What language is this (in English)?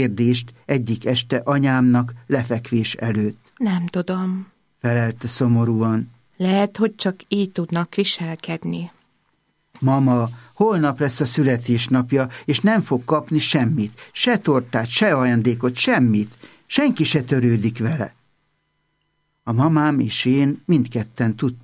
Hungarian